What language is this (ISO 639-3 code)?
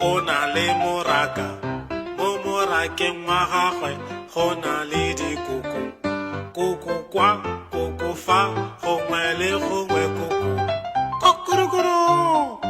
tsn